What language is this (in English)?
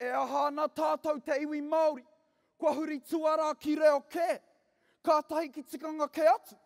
Māori